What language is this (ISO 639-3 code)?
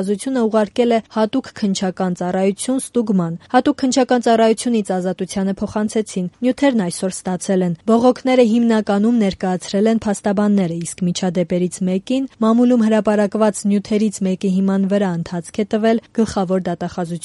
hye